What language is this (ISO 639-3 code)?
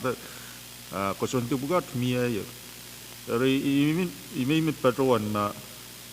pon